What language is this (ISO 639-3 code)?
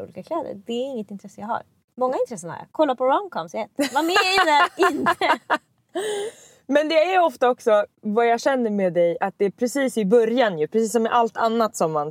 swe